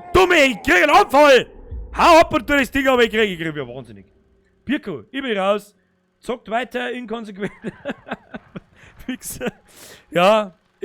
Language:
Bavarian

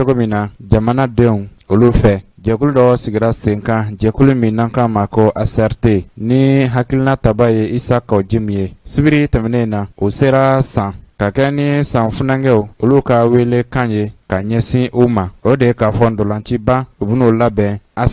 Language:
Bambara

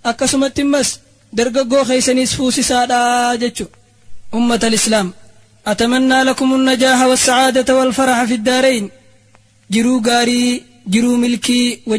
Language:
Oromo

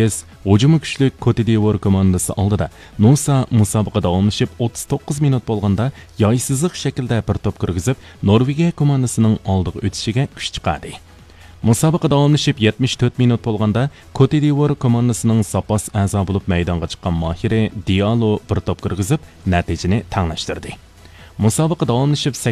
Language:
Uyghur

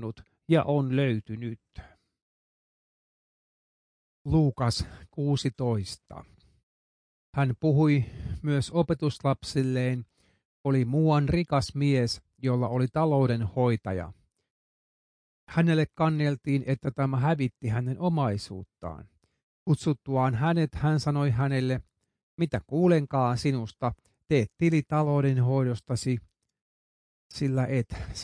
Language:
Finnish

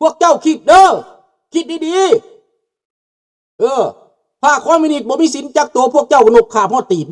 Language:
Lao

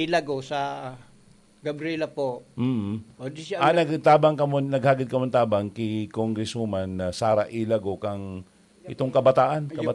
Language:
Bikol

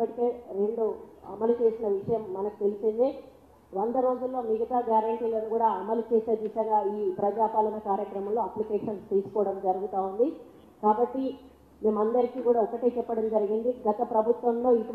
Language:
Telugu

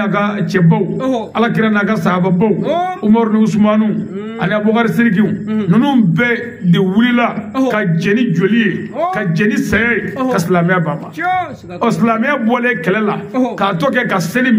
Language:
Bambara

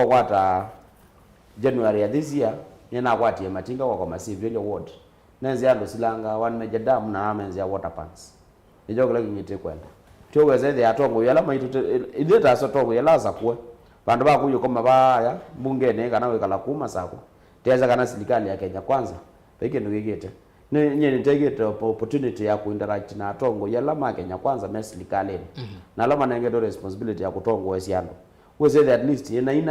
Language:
Kamba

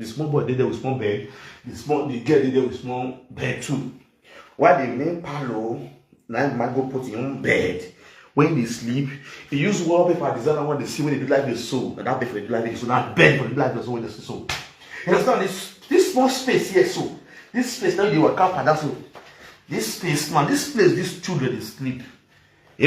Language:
Nigerian Pidgin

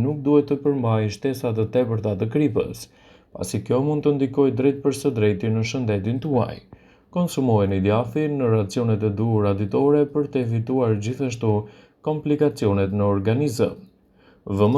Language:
Albanian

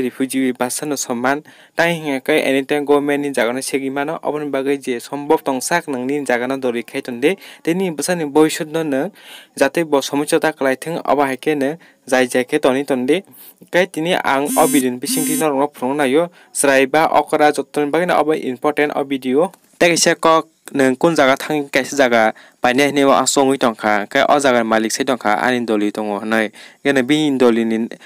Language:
Kok Borok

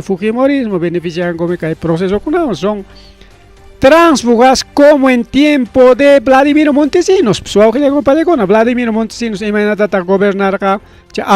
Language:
Ayacucho Quechua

